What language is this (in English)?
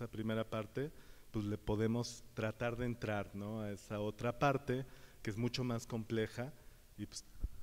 Spanish